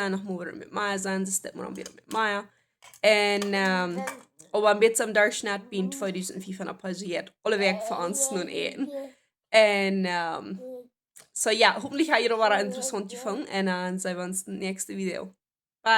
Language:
Plautdietsch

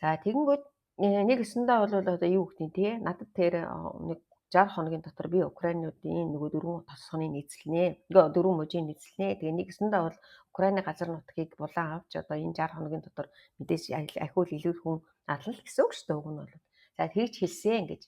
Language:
Mongolian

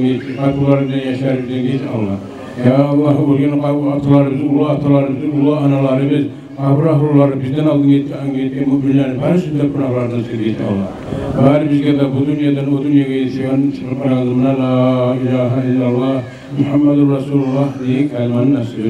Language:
Kumyk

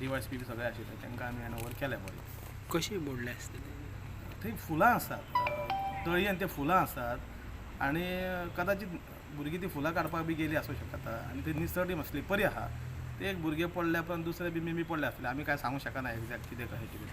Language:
Konkani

